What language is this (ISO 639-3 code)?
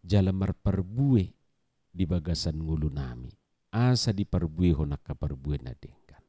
bbc